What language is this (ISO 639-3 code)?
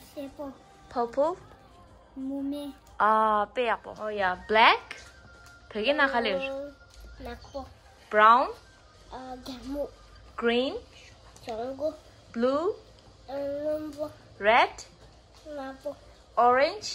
bod